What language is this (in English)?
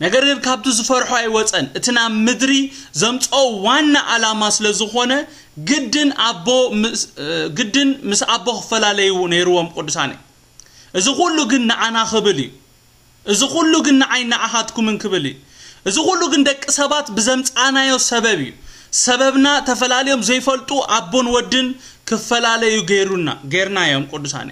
Tigrinya